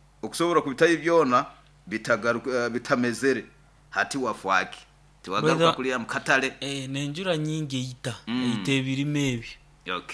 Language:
Nyoro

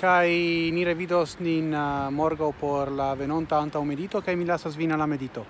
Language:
Esperanto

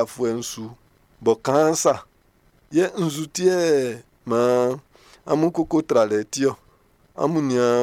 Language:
Baoulé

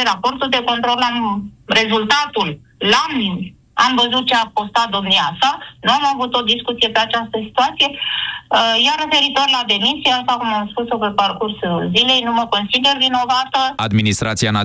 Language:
Romanian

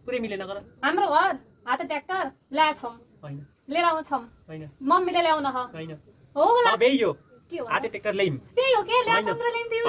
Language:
Nepali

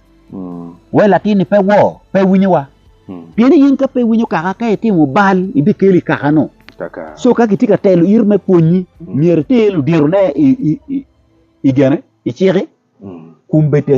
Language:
Acoli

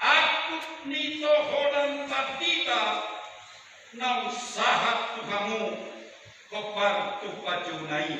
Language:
Batak Toba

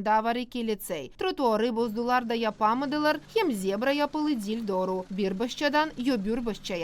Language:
Gagauz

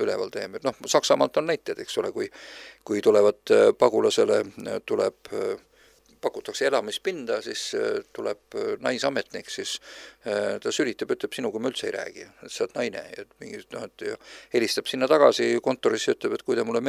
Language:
Estonian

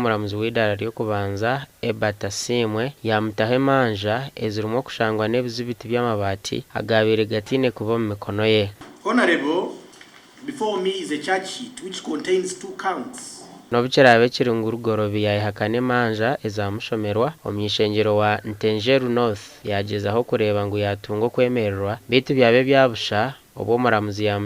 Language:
Nyankole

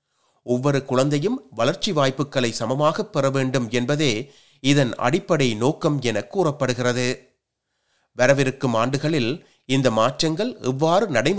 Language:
Tamil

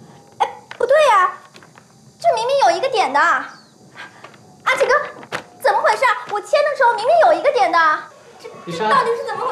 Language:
Chinese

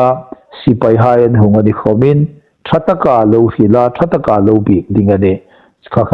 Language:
Hmar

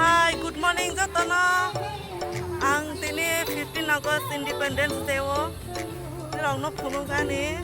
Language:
Kok Borok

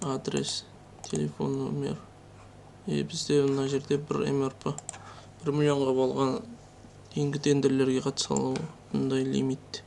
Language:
Kazakh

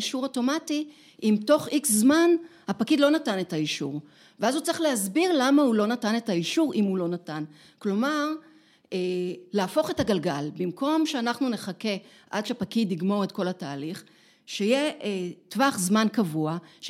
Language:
Hebrew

